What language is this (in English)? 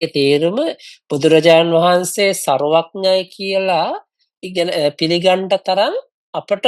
Sinhala